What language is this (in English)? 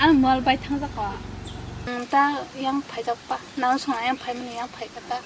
Kok Borok